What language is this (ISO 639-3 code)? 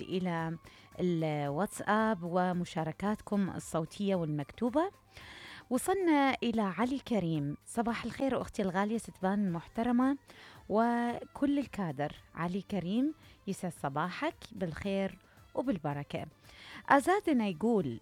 acm